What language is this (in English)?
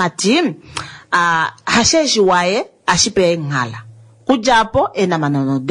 Kuanyama